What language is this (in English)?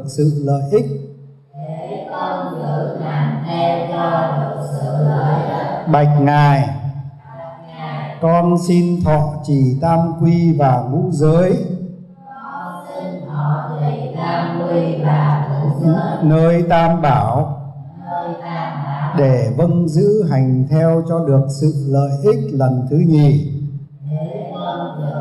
Vietnamese